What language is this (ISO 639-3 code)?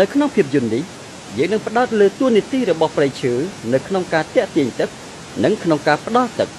khm